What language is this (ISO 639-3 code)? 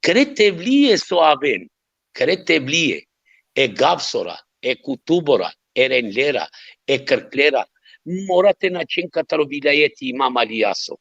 rmn